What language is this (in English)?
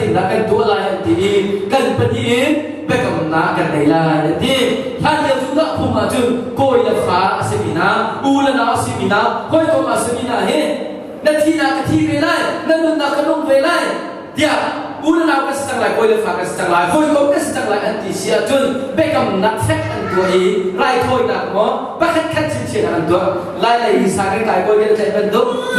Hakha Chin